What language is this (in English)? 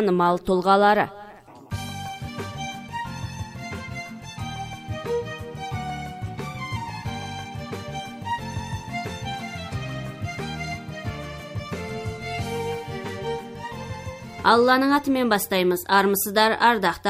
Kazakh